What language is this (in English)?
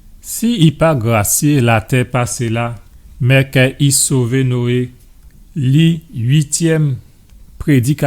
Guadeloupean Creole French